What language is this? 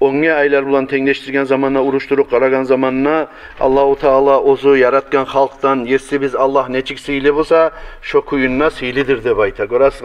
Kumyk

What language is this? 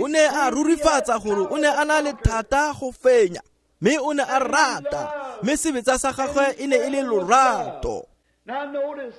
Tswana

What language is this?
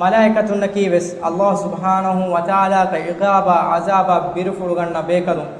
Divehi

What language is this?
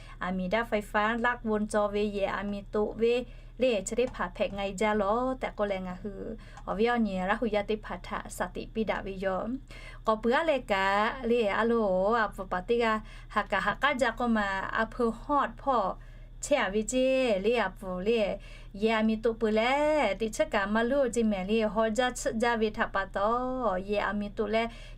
Lahu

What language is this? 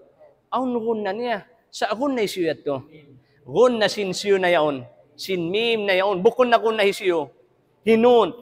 Tausug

